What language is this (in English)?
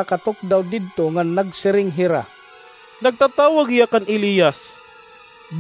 Waray